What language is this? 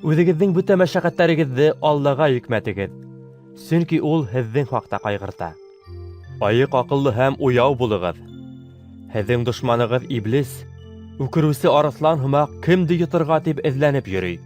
Bashkir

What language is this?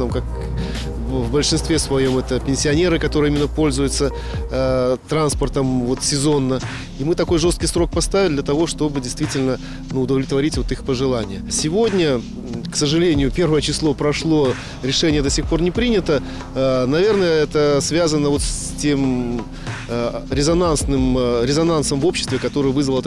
Russian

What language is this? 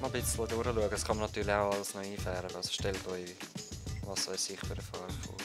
Swiss German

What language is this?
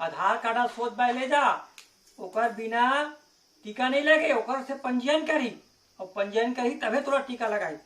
Chhattisgarhi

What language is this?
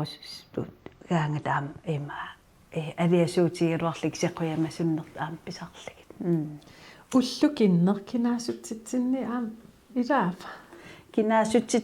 Kalaallisut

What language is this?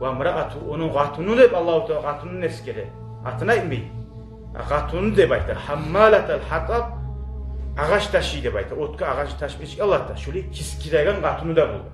Kumyk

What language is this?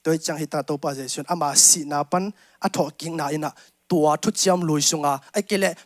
Tedim Chin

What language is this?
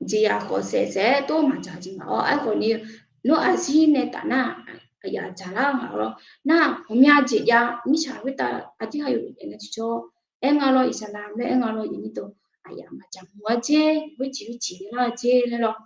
Akha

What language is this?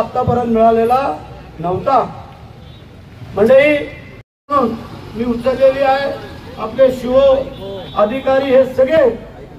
Marathi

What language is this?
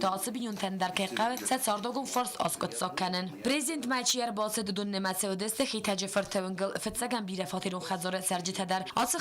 Ossetic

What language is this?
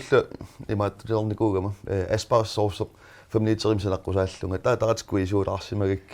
Kalaallisut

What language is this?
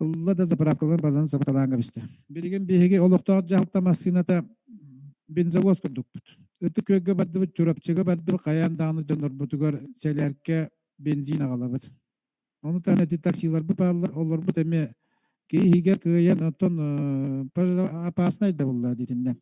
Yakut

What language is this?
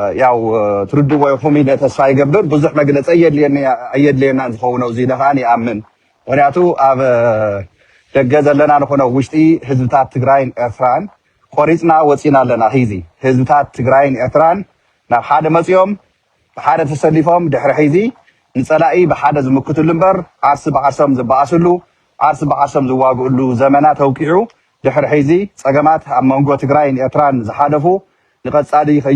Tigrinya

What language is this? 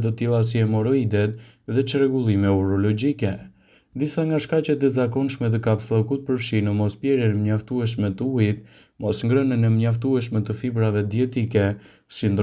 Albanian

